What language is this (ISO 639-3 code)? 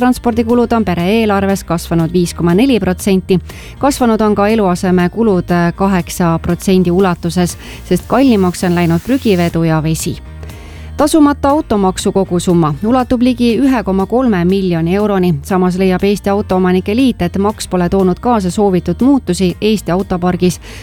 est